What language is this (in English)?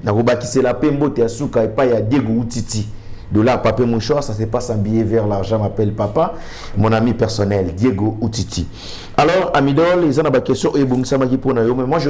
Lingala